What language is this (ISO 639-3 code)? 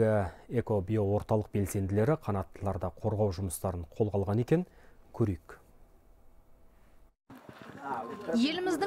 kaz